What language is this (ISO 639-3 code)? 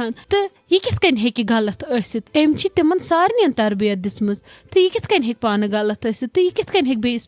kas